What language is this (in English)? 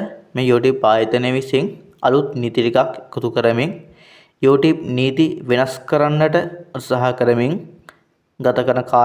Sinhala